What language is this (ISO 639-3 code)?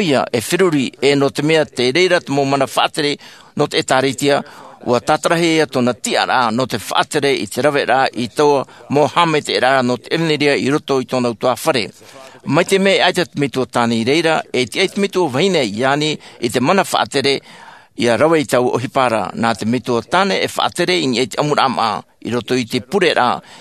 tah